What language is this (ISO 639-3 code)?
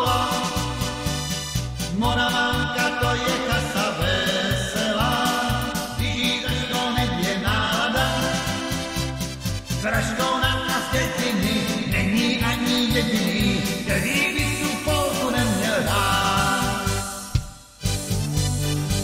ces